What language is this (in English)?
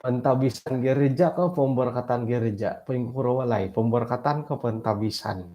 Central Dusun